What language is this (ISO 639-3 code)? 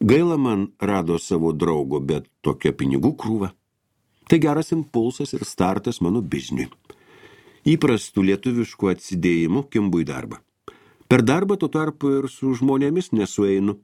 lit